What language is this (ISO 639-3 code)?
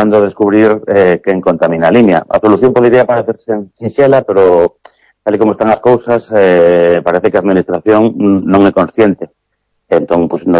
glg